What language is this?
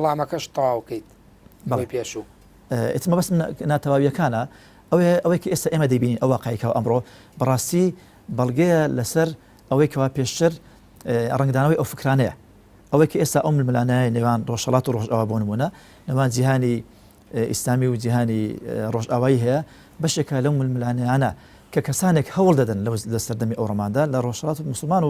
Central Kurdish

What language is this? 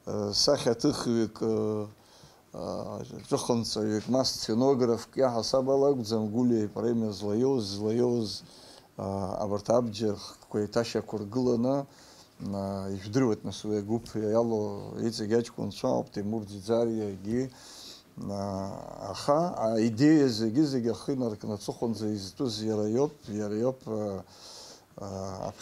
Abkhazian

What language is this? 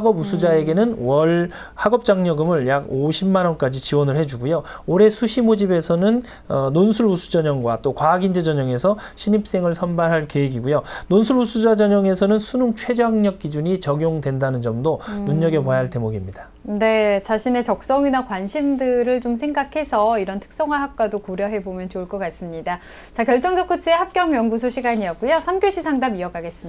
Korean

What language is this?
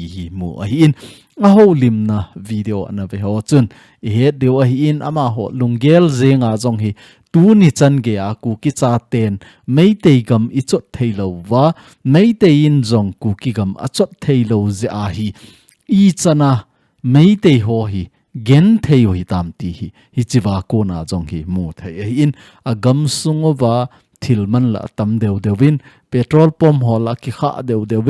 Thado Chin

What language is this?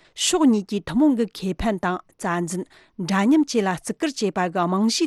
Tibetan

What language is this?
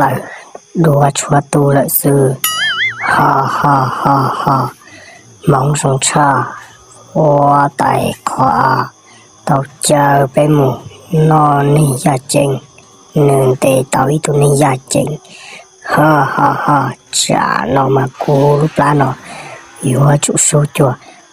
Hmong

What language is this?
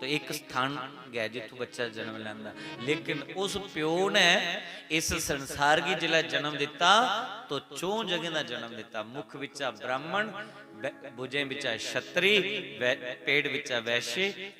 Dogri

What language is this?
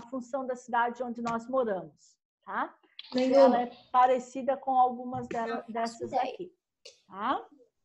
Portuguese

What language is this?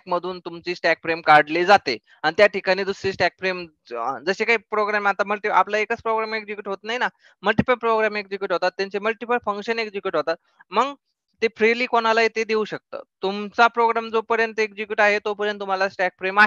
Marathi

